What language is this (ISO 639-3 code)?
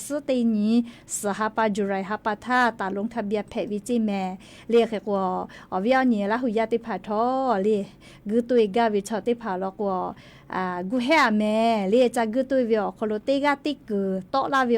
lhu